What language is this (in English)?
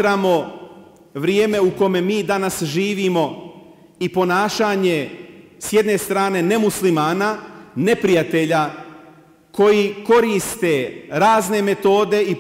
Bosnian